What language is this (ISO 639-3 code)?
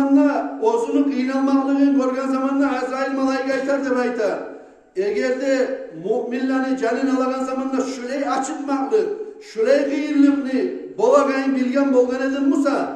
kum